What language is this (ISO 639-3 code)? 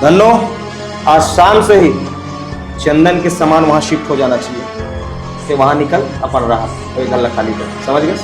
hne